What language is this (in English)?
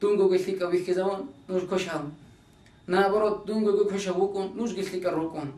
Avaric